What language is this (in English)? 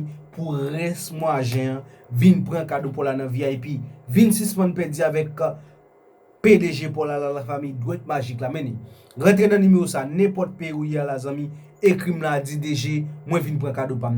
Haitian Creole